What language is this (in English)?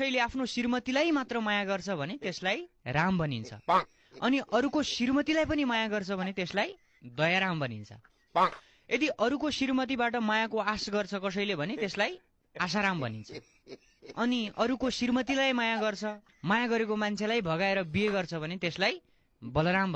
Nepali